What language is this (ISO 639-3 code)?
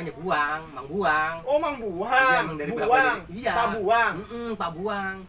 bew